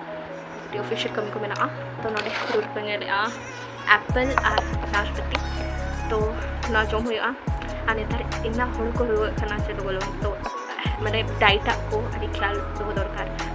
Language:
Santali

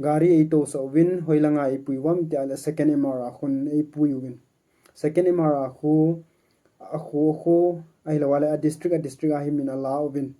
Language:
Thado Chin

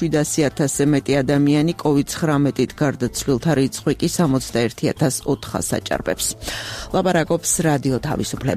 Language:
Georgian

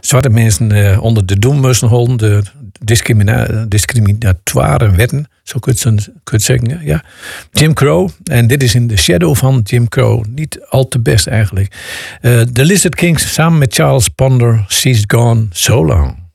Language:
Dutch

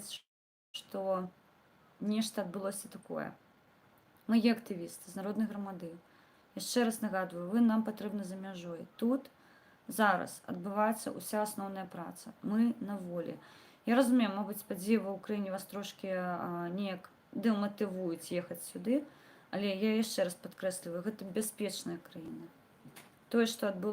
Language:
Belarusian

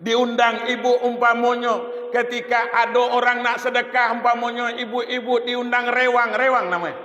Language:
Minangkabau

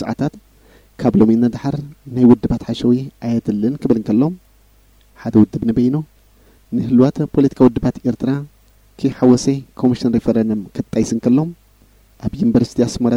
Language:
Tigrinya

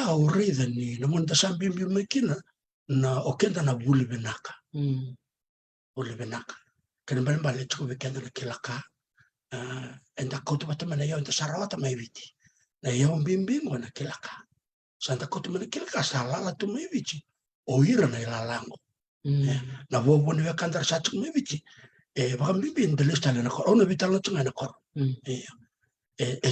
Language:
Fijian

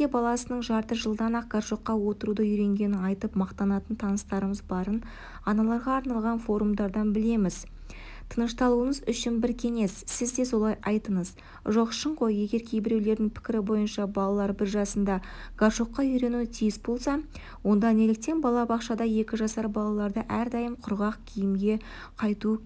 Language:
Kazakh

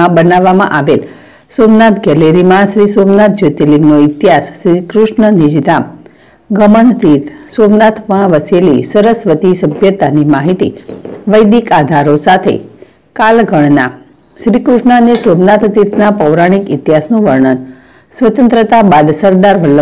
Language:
Gujarati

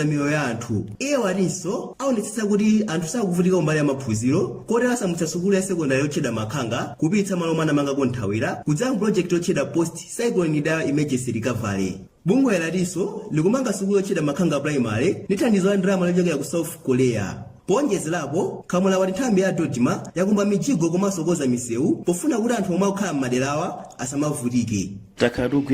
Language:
Nyanja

